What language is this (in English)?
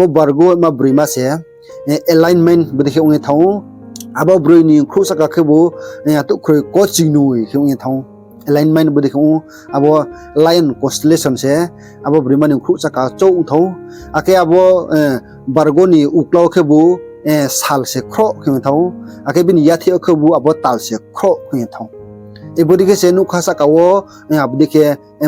Riang (India)